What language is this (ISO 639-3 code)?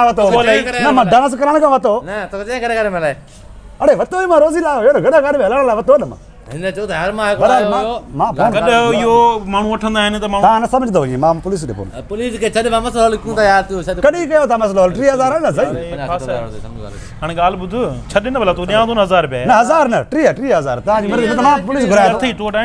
snd